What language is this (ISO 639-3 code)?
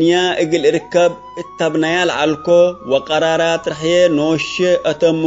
tig